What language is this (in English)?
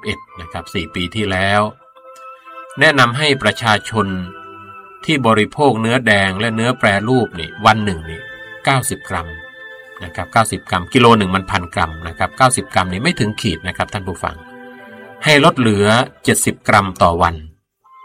Thai